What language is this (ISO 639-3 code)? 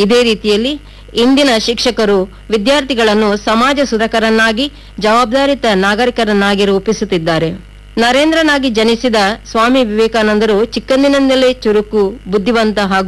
kan